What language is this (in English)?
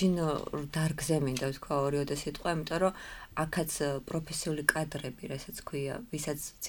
Georgian